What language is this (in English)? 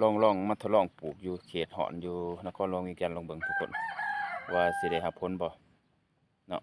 Lao